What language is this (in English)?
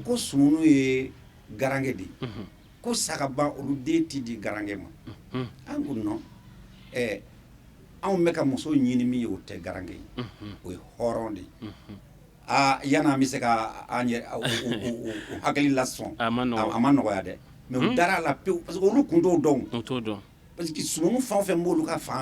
Bambara